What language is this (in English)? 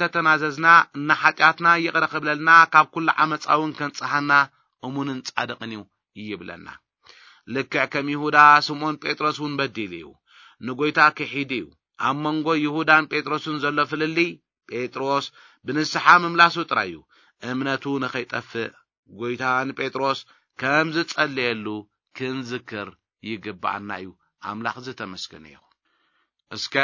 Tigrinya